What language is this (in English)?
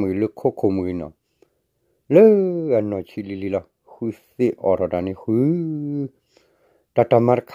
S'gaw Karen